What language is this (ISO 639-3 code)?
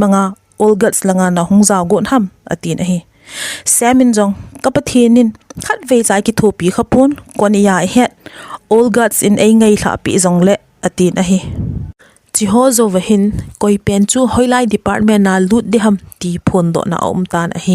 tcz